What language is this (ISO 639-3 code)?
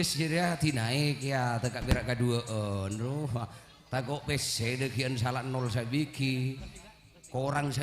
mad